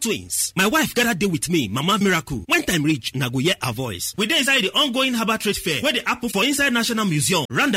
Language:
Nigerian Pidgin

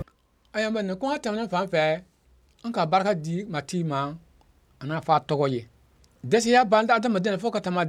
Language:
Mossi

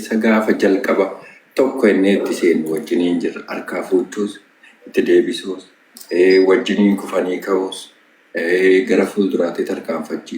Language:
Oromo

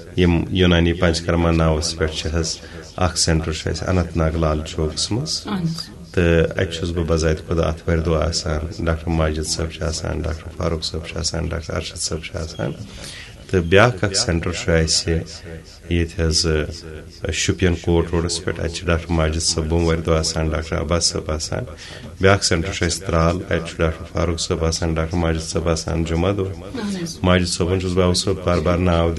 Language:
Kashmiri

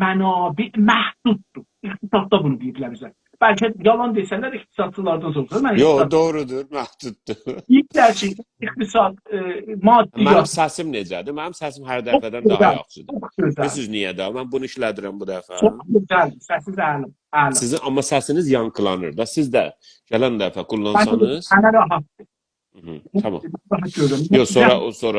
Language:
South Azerbaijani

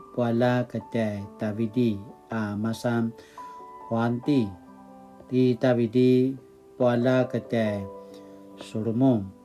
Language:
Paiwan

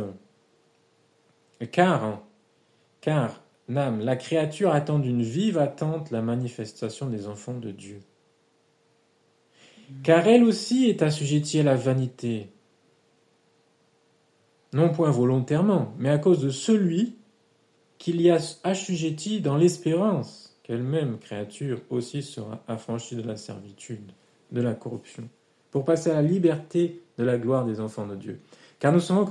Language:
French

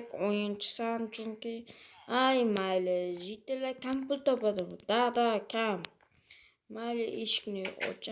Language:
Uzbek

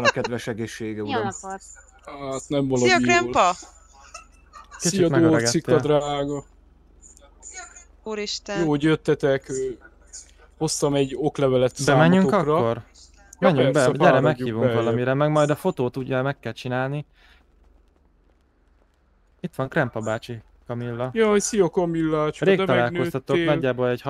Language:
Hungarian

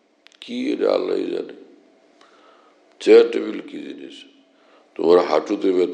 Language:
Bangla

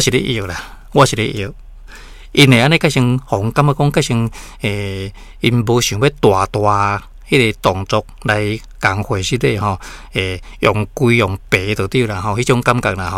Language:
Min Nan Chinese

